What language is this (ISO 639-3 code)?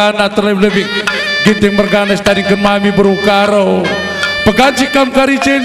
btx